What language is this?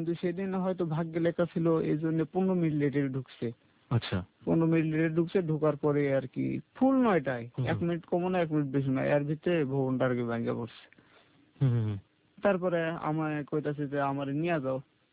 Bangla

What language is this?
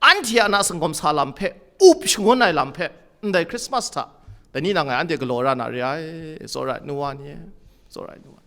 Kachin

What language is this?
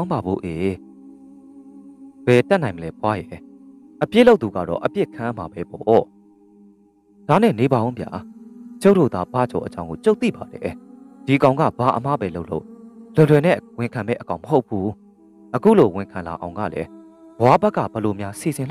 Burmese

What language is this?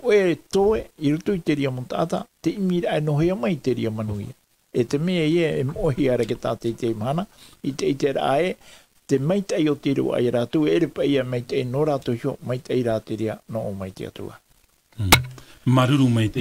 Tahitian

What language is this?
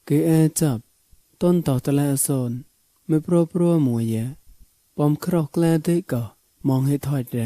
Mon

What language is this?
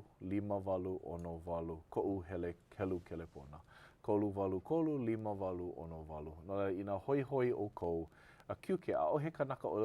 Hawaiian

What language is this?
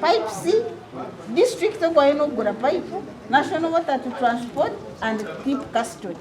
Nyankole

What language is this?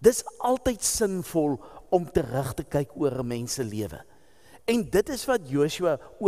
Afrikaans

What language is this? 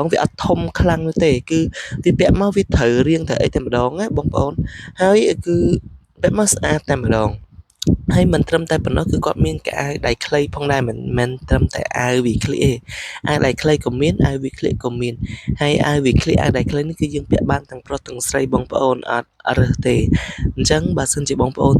Khmer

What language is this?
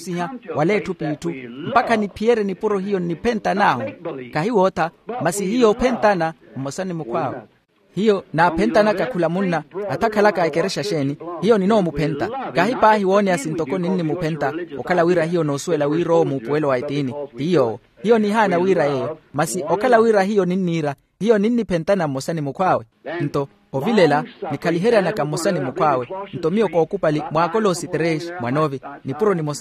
Makhuwa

